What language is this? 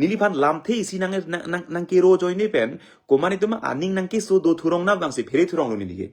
Karbi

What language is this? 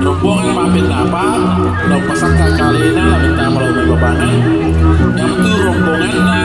Toraja-Sa'dan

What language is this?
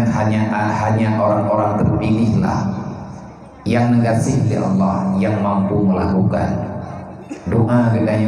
Achinese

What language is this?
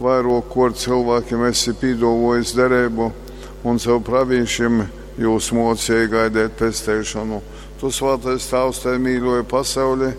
Latgalian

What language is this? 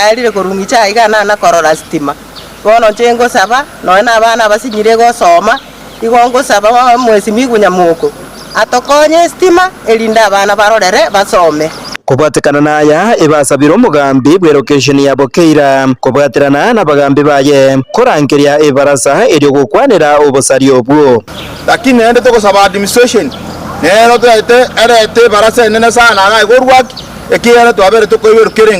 Gusii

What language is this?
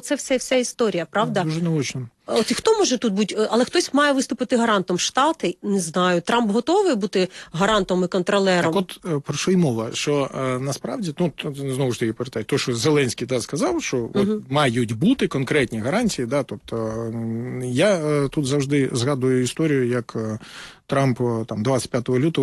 Ukrainian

